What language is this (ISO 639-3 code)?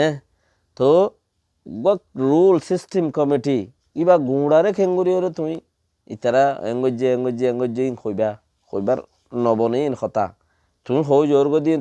rhg